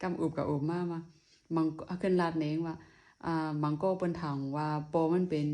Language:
Shan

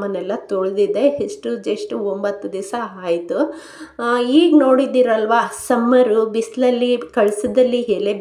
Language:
Kannada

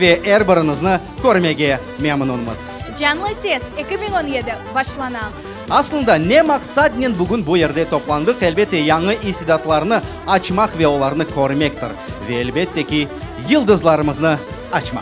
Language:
Crimean Tatar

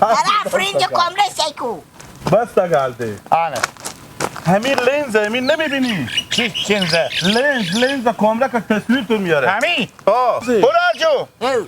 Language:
Hazaragi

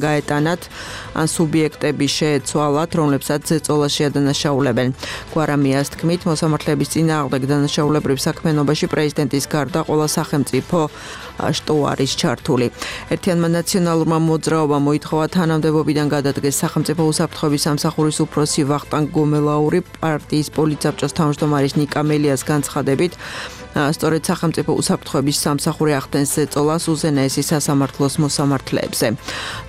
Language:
Georgian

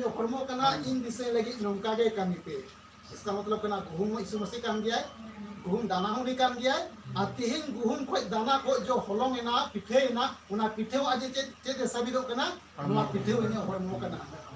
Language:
Santali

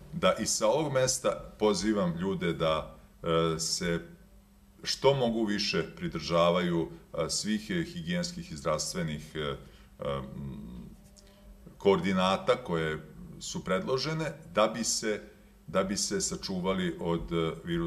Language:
Serbian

